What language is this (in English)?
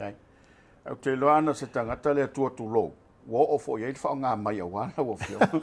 Samoan